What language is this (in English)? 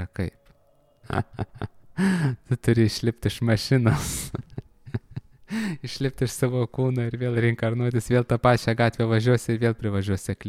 Lithuanian